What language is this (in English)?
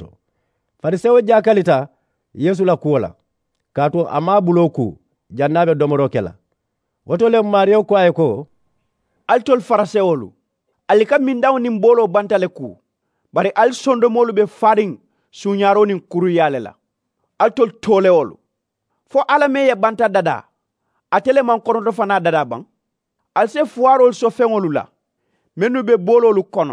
Mandingo